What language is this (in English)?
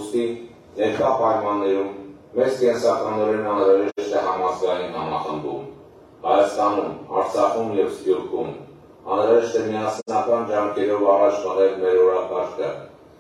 Western Armenian